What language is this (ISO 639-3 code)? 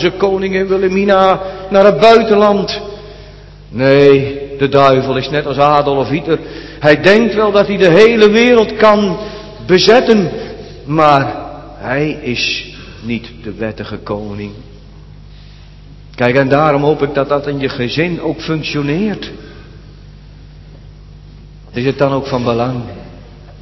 nld